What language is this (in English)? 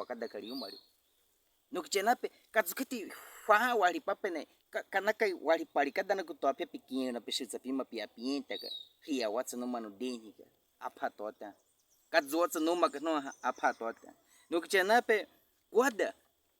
Baniwa